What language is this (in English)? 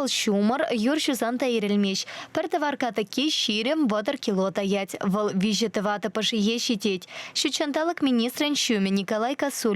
Chuvash